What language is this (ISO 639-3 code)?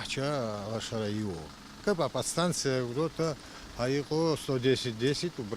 abk